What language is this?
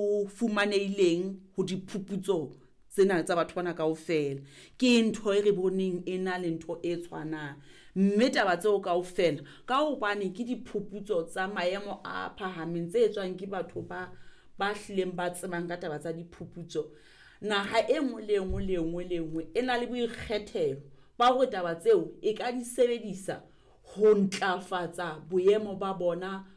Southern Sotho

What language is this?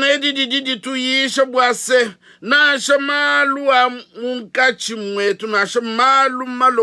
Luba-Lulua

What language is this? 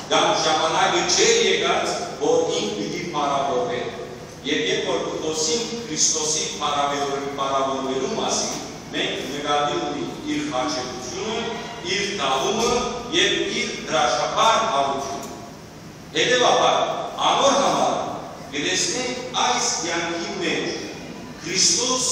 Western Armenian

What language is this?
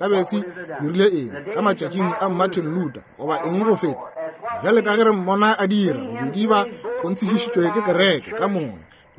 Northern Sotho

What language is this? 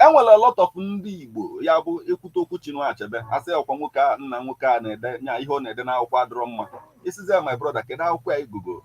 Igbo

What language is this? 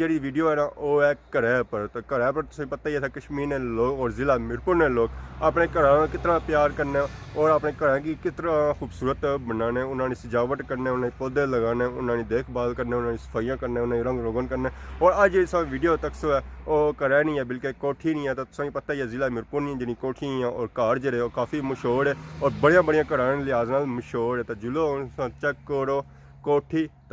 Pahari-Potwari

